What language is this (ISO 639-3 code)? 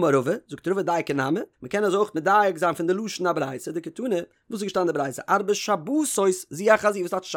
yid